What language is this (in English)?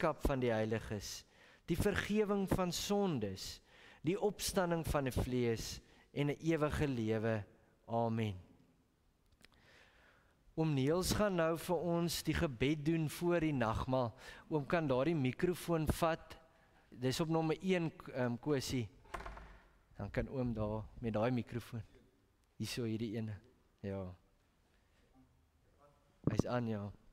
Afrikaans